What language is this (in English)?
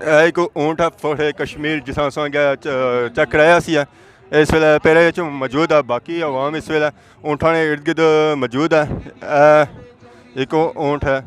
Pahari-Potwari